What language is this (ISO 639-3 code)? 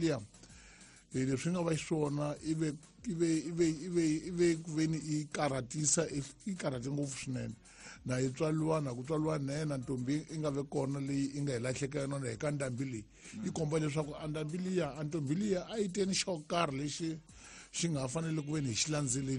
tso